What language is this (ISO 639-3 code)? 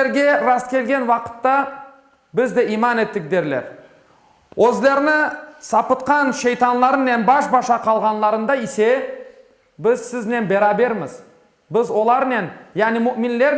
crh